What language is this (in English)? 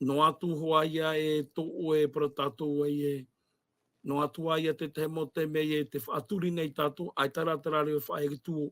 Tahitian